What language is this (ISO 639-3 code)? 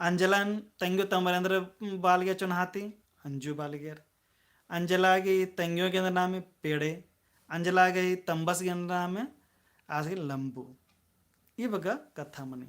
kru